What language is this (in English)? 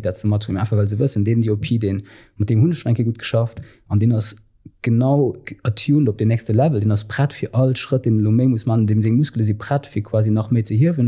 Luxembourgish